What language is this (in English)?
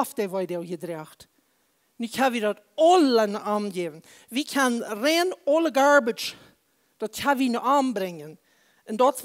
Plautdietsch